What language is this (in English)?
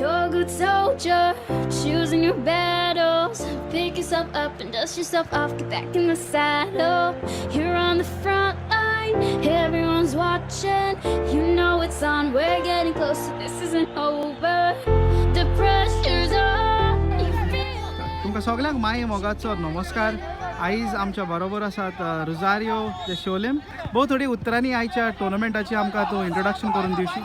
Konkani